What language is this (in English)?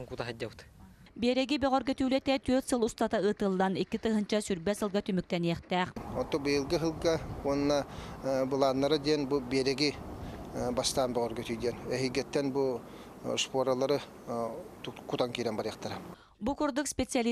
Yakut